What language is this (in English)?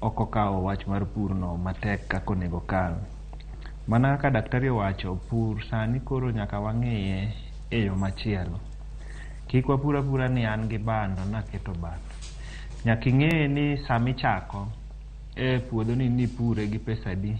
Luo (Kenya and Tanzania)